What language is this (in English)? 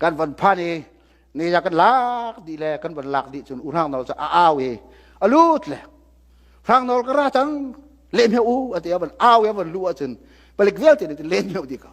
Hakha Chin